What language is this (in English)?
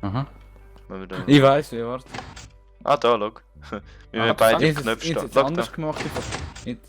Swiss German